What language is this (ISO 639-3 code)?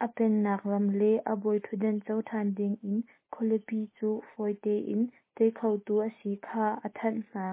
cnh